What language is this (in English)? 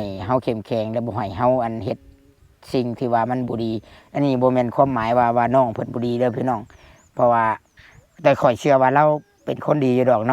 Lao